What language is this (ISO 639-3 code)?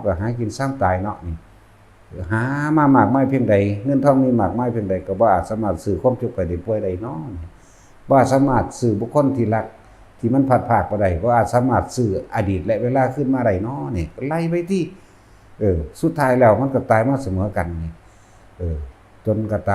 tts